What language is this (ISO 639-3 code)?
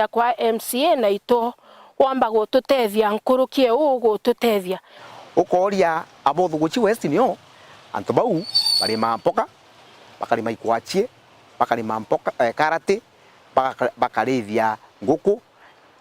mer